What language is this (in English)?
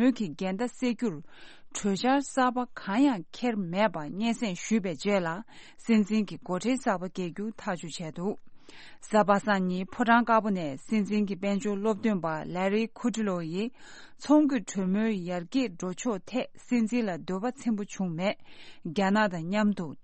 Tibetan